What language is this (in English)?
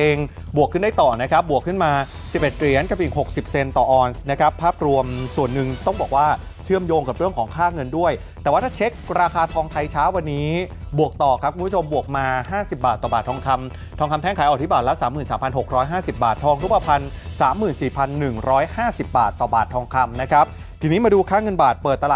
Thai